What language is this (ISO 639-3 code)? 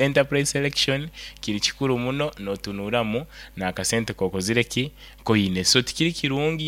nyo